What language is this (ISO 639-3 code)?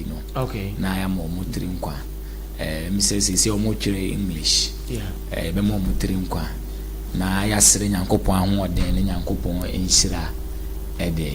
aka